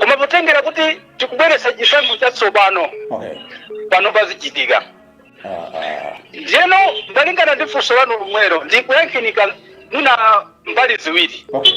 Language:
Nyanja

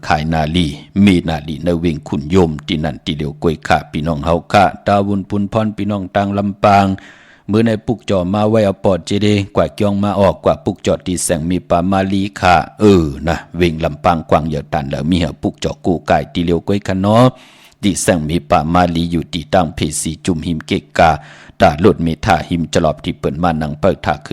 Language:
Shan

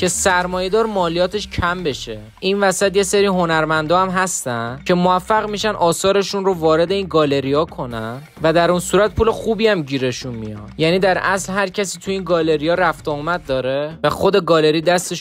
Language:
Persian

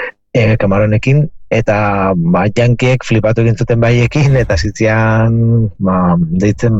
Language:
Basque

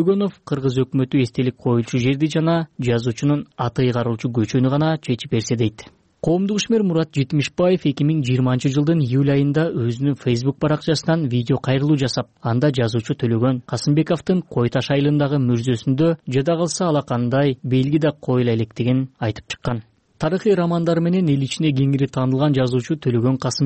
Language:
Kyrgyz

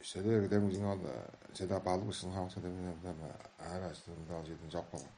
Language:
Tuvinian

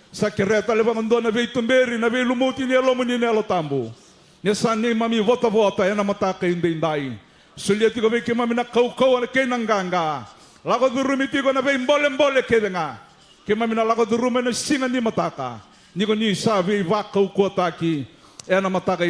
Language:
Fijian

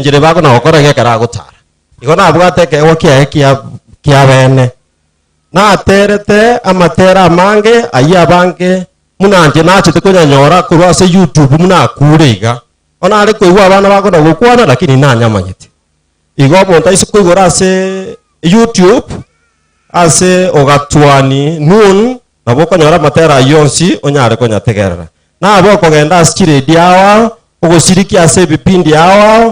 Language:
Gusii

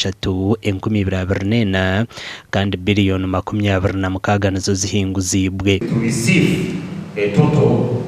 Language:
Nyankole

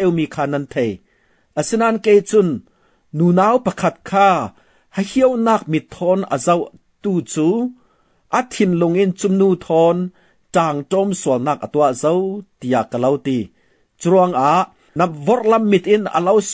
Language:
Falam Chin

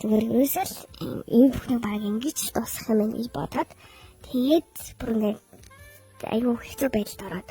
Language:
Mongolian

